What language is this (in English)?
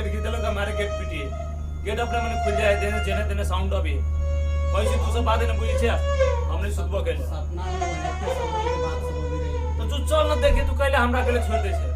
Maithili